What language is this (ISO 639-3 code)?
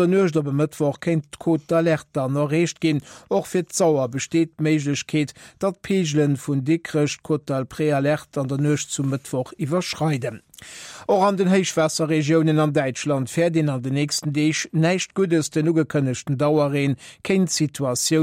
ltz